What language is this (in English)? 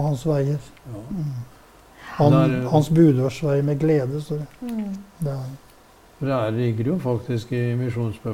Norwegian